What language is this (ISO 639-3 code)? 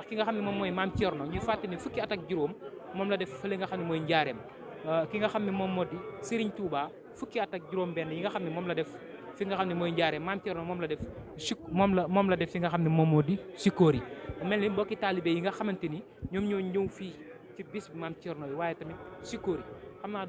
wol